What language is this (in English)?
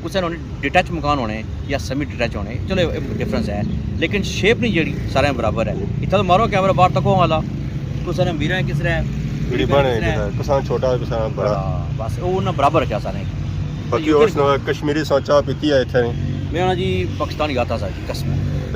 Pahari-Potwari